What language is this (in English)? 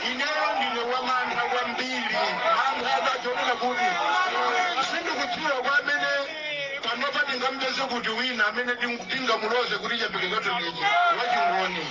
Nyanja